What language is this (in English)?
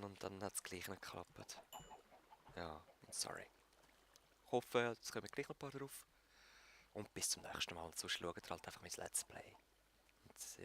Swiss German